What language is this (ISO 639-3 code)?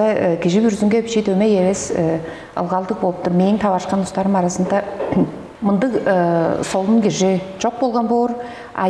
tyv